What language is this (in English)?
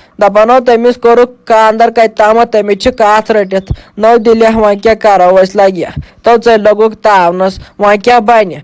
Kashmiri